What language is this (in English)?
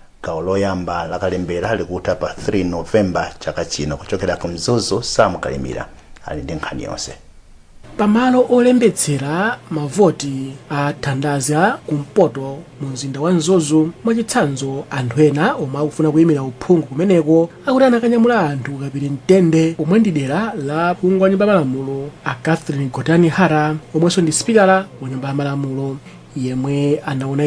Nyanja